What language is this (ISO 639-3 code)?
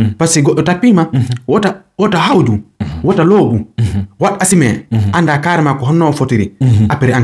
ful